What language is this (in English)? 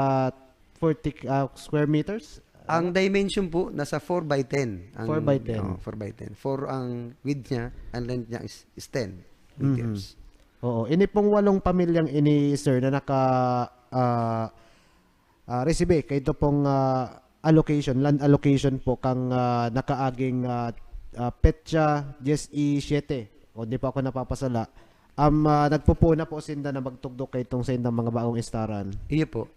Bikol